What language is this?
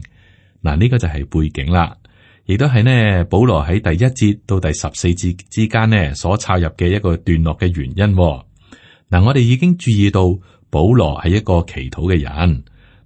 Cantonese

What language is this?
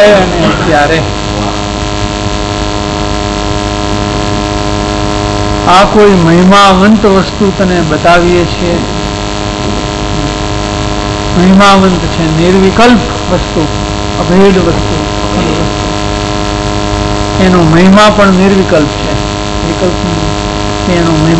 Gujarati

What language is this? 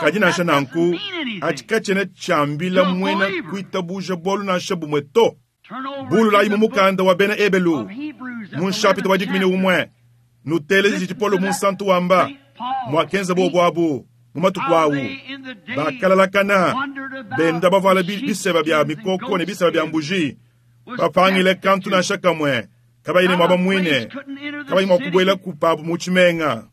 Luba-Lulua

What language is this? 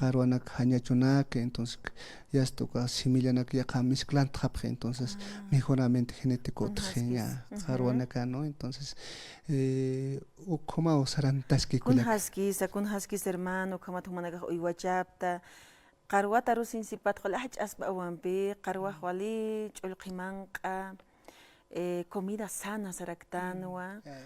Aymara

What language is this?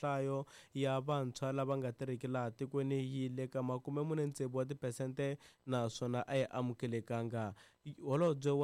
Tsonga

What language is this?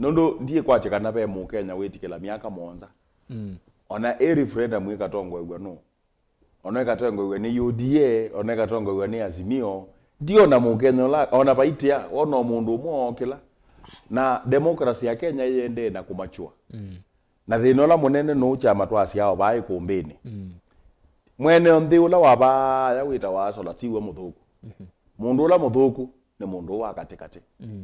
Kamba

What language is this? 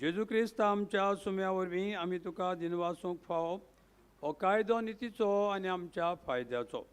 Konkani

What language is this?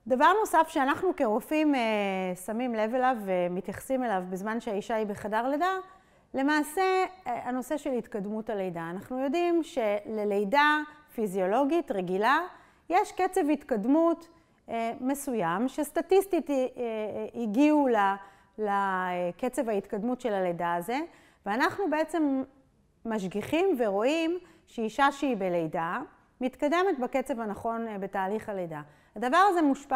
Hebrew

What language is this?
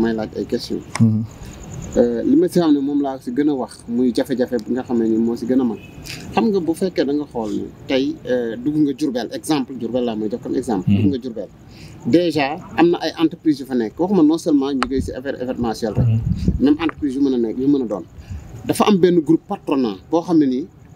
Wolof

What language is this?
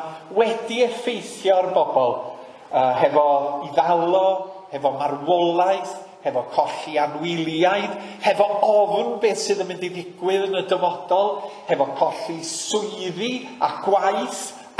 Welsh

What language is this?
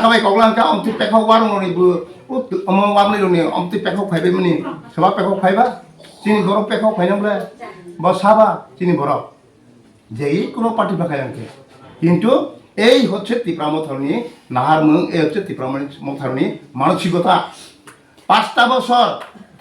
Riang (India)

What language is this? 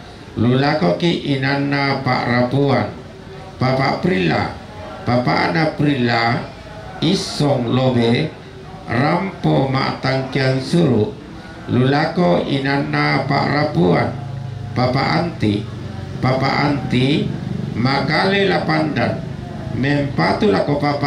Toraja-Sa'dan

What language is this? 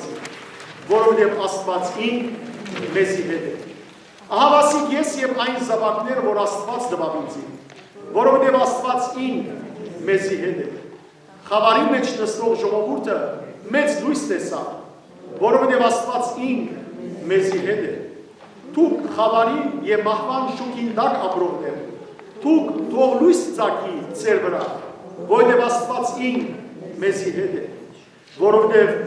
Western Armenian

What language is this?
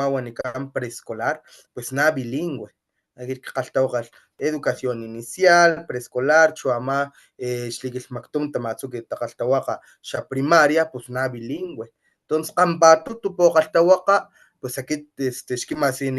Papantla Totonac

